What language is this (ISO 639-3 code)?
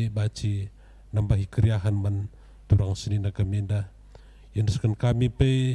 btx